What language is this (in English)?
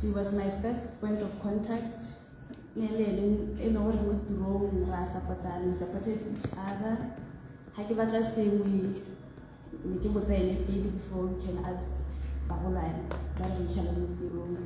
Tswana